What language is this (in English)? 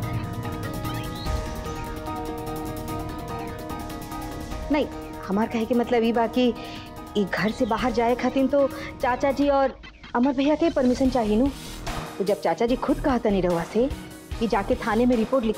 Bhojpuri